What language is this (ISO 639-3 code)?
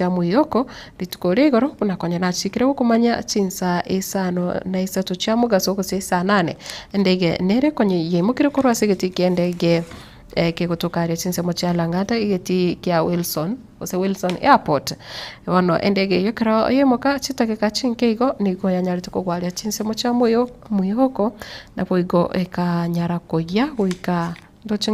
guz